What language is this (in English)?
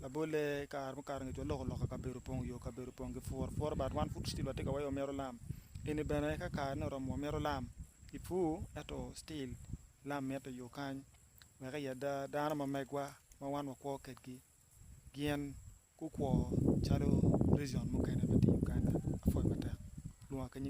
Acoli